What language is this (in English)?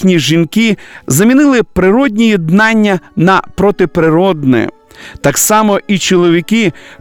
Ukrainian